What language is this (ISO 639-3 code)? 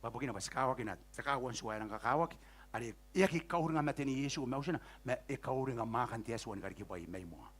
gil